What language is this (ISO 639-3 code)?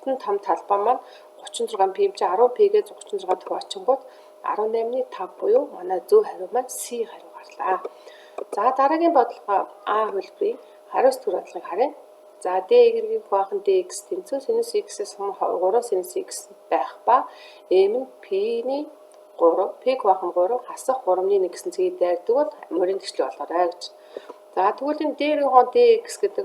mon